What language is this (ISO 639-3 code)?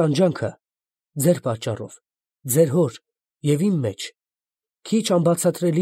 hye